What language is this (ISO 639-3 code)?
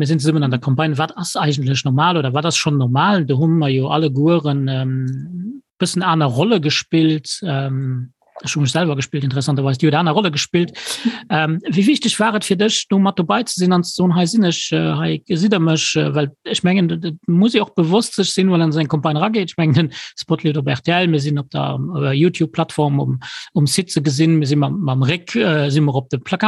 ltz